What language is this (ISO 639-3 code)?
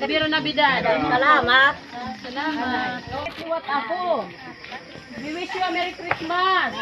war